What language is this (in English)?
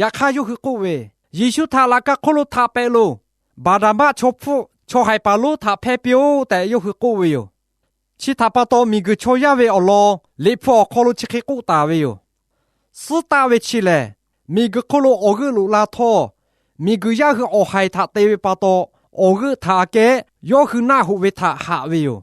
Lahu